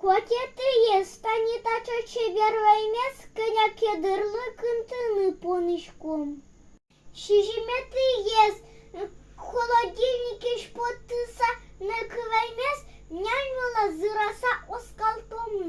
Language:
Udmurt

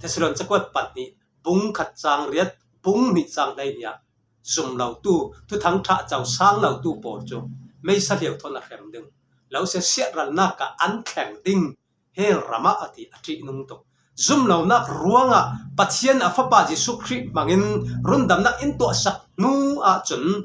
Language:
Falam Chin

